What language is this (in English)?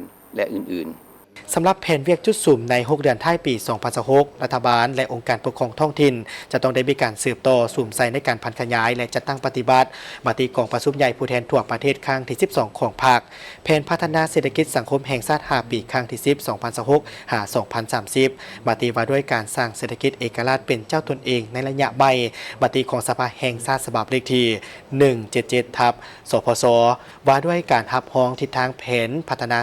Lao